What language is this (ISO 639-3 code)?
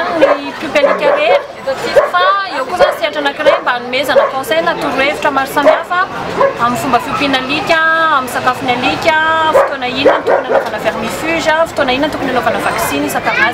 mlg